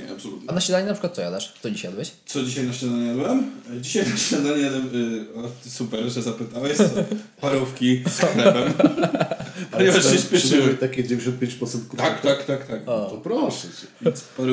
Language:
Polish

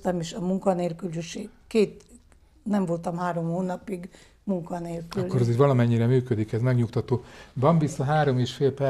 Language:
Hungarian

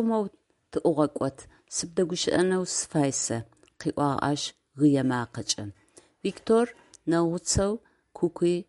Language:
Adyghe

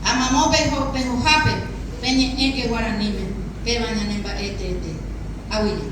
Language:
Guarani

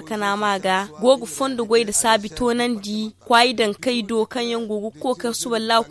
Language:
Zarma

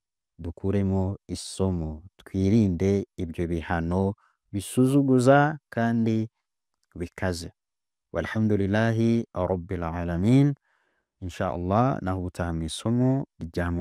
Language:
Kinyarwanda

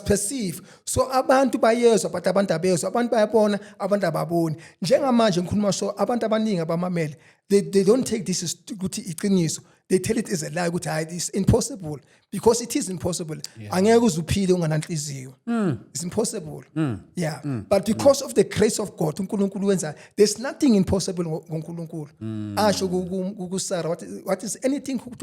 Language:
Zulu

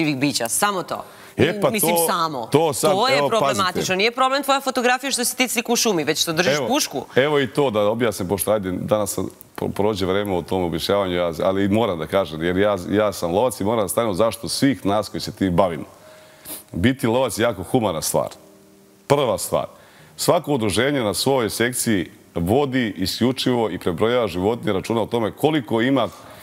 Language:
Serbian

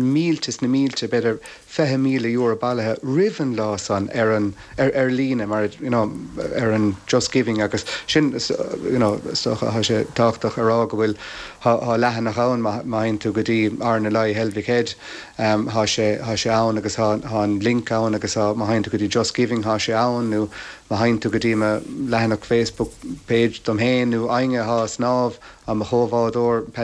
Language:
Irish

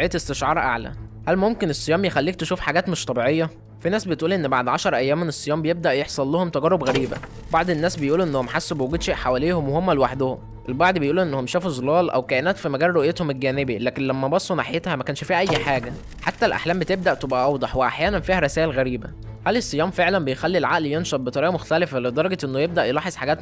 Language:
Egyptian Arabic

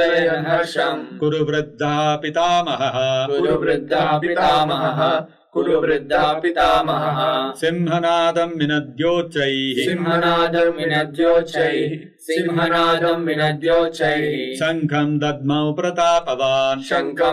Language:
Sanskrit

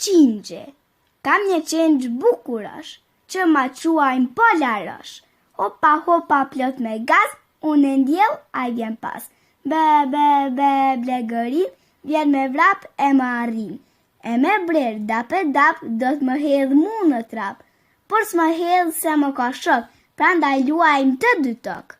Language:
Albanian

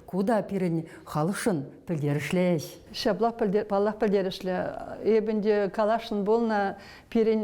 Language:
Chuvash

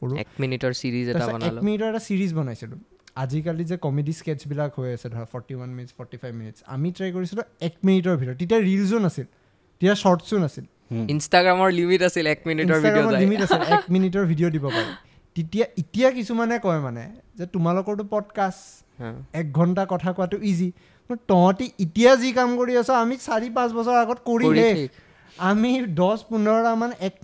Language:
Assamese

